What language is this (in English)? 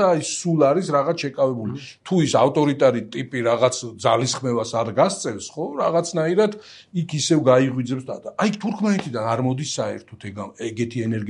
Georgian